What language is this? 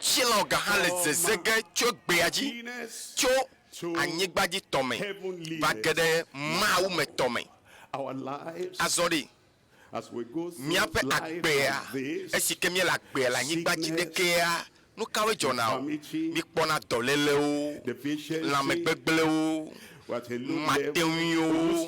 Ewe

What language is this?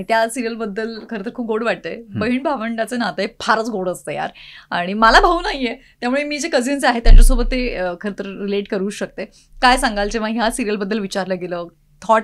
Marathi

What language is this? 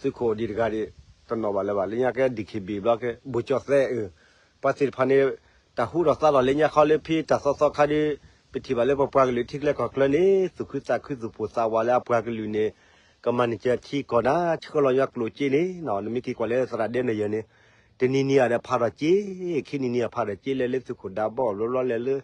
S'gaw Karen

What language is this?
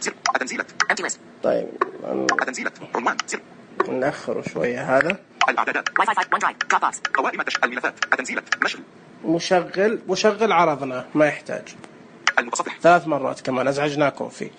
Najdi Arabic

